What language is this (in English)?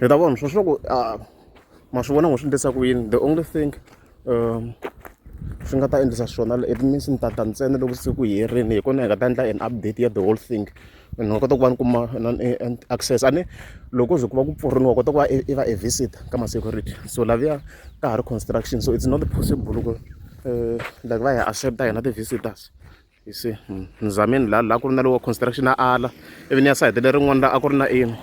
Tsonga